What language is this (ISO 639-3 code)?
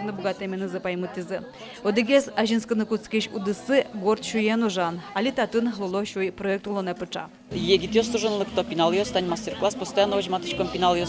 udm